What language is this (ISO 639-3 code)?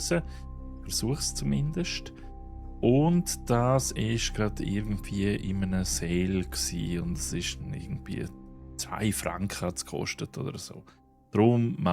gsw